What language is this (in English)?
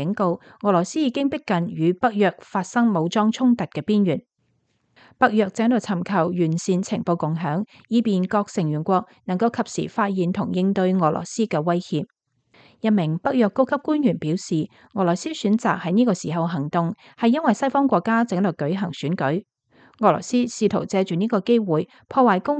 Cantonese